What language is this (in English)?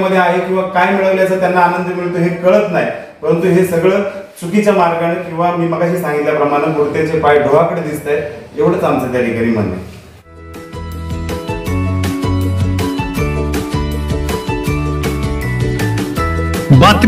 Marathi